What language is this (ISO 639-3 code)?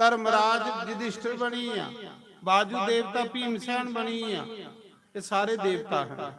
doi